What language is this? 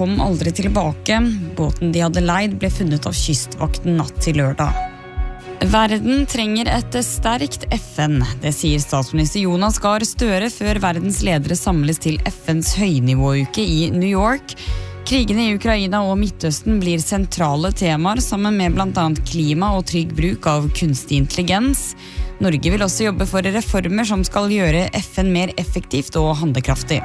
Norwegian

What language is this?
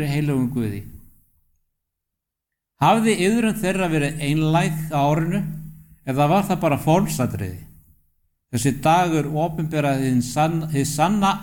Icelandic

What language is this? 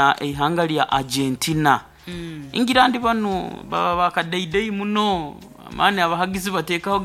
Nyoro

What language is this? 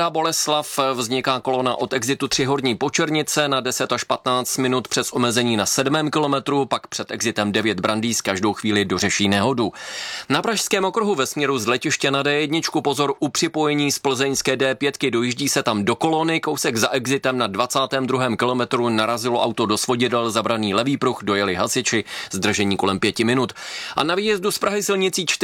Czech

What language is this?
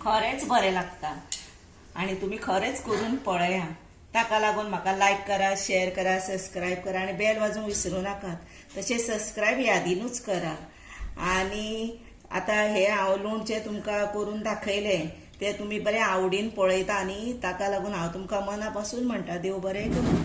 Konkani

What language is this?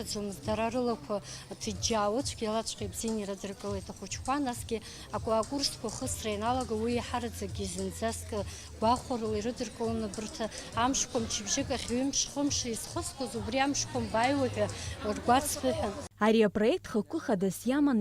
Abkhazian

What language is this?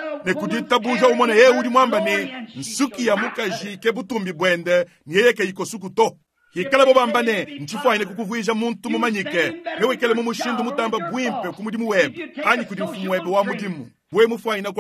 Luba-Lulua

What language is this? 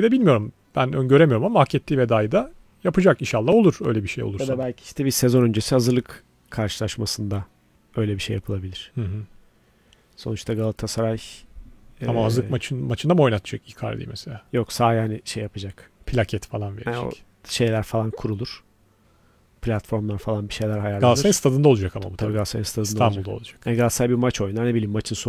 Turkish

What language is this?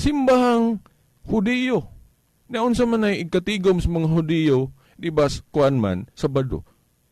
Cebuano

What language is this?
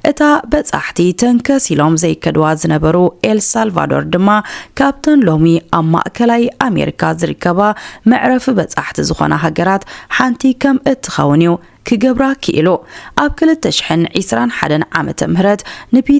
Tigrinya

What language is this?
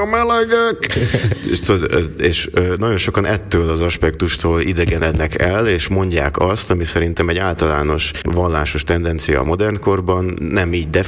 Hungarian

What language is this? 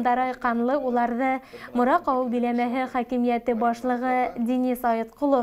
Bashkir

